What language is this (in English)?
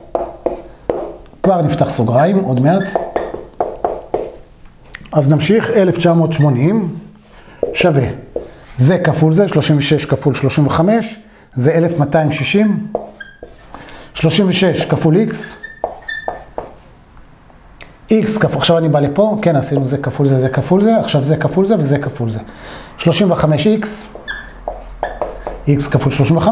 Hebrew